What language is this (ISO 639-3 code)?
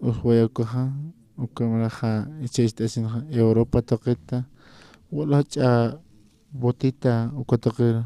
aym